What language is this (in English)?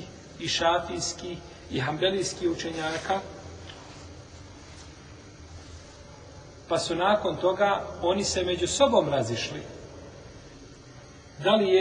Bosnian